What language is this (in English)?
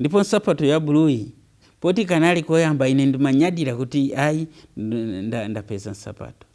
Nyanja